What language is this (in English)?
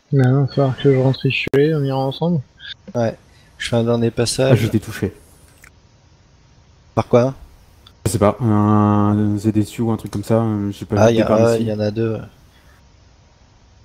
French